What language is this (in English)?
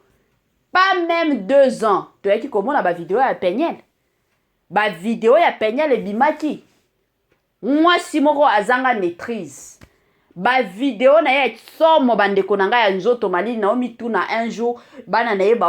Lingala